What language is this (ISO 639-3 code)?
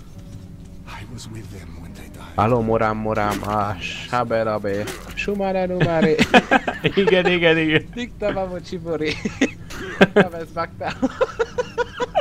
hun